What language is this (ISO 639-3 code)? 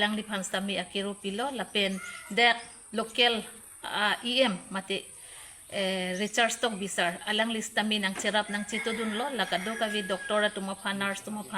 mjw